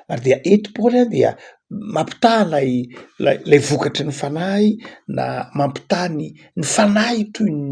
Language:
Malagasy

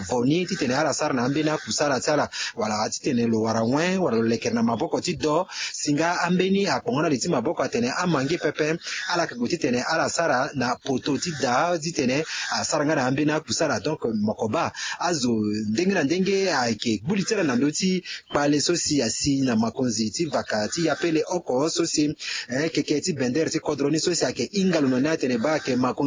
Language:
Sango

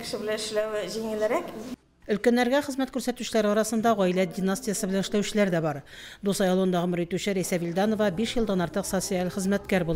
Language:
Tatar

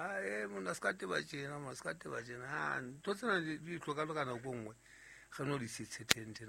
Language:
Southern Sotho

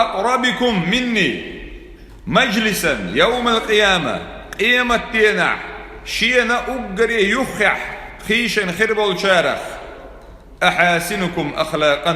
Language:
Chechen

